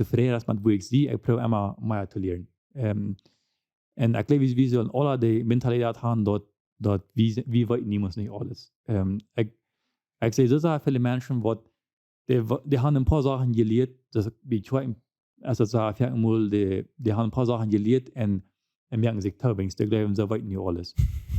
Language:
Plautdietsch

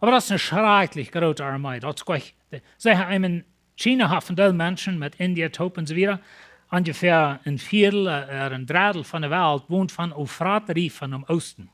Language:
Plautdietsch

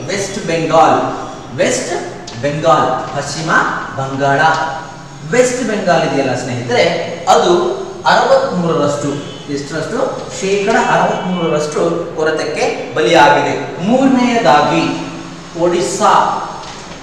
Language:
Kannada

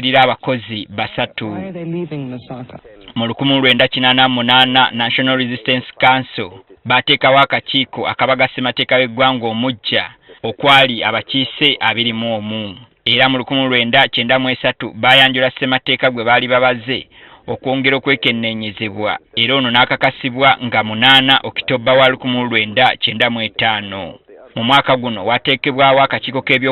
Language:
Ganda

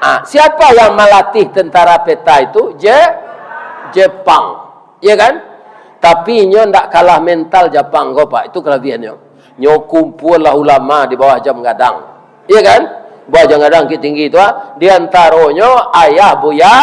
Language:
Minangkabau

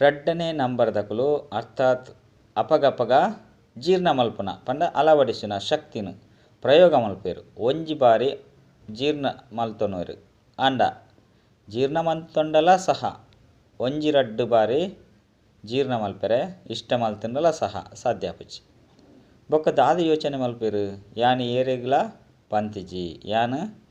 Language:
Tulu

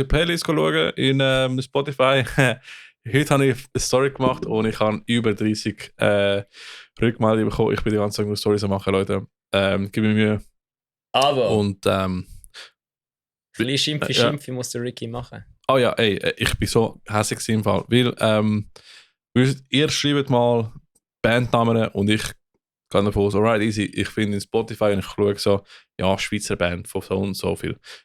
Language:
Swiss German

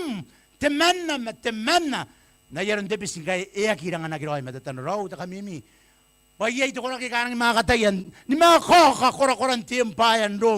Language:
Gilbertese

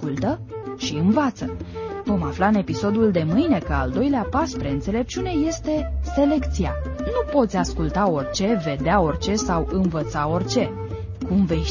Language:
Romanian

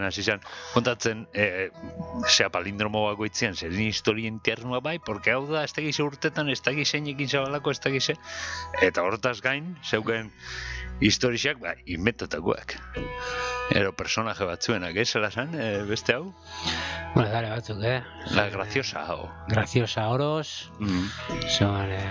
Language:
Basque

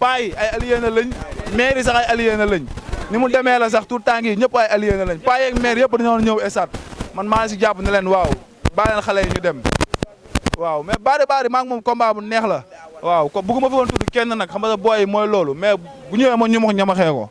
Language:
Wolof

